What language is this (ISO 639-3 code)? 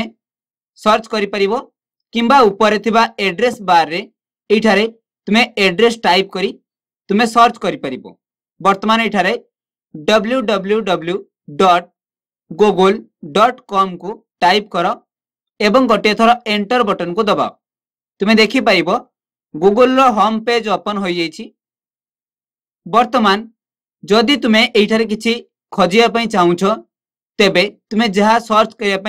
ori